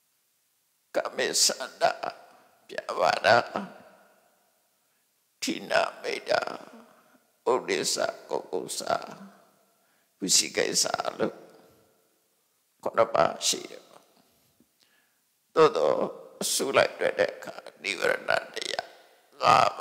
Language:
Burmese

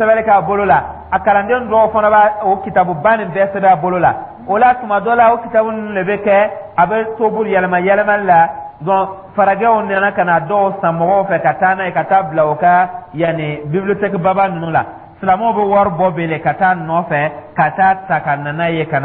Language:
Dyula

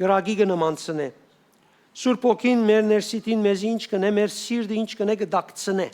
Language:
Western Armenian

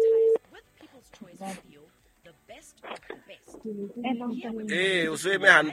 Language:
Southern Sotho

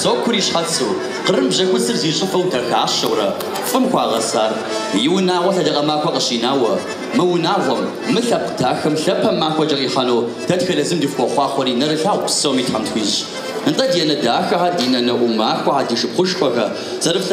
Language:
Kabardian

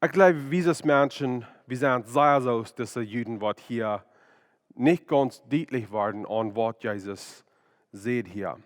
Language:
Plautdietsch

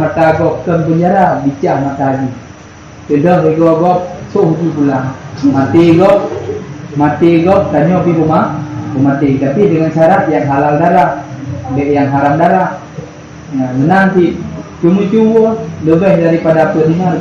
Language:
Achinese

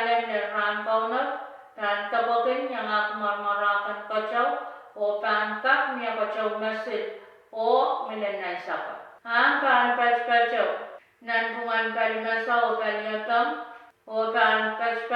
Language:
Pohnpeian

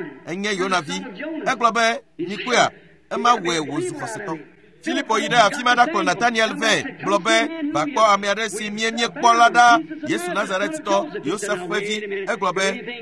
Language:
Ewe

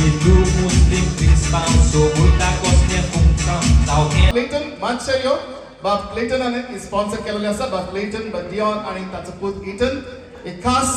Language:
Konkani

